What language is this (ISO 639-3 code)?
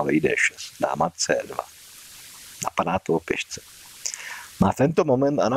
ces